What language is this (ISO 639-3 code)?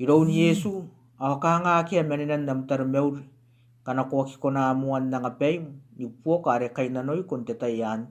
gil